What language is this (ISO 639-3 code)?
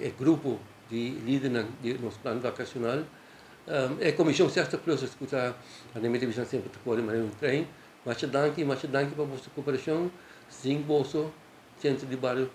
pap